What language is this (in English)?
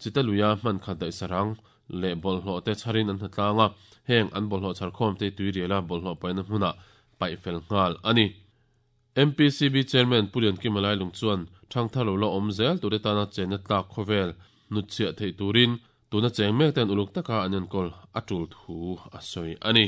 Mizo